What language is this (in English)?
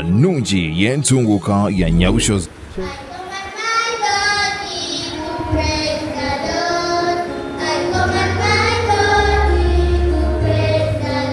Nyankole